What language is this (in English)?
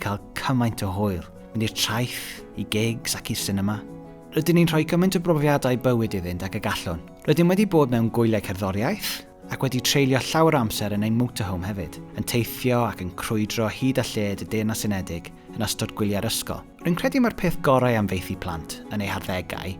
Welsh